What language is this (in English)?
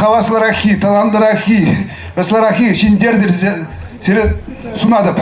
Chuvash